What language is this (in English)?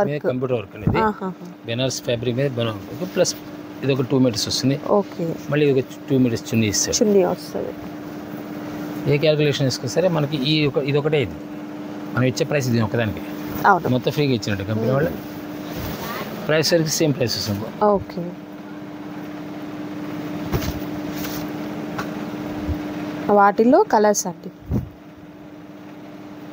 Telugu